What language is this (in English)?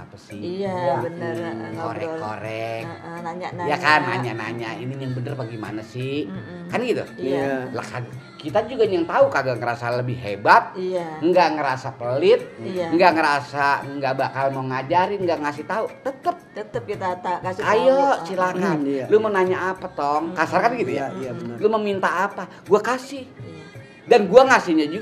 Betawi